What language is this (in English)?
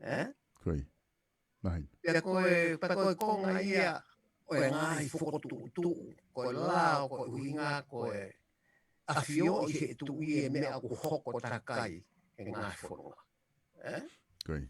Tongan